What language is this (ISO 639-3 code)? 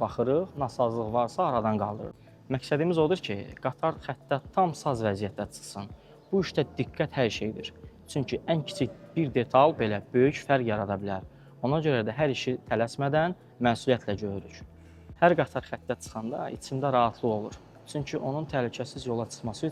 aze